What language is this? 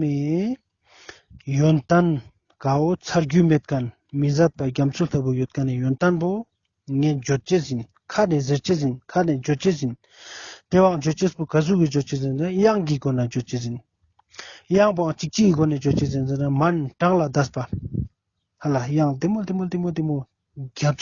Ladakhi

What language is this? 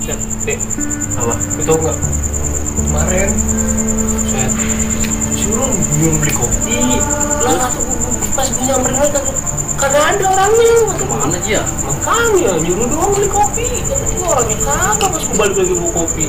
Betawi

